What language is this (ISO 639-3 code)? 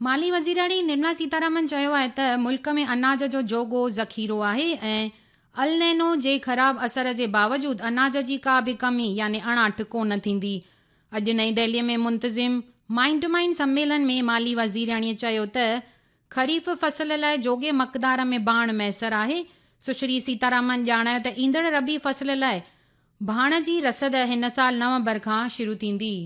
snd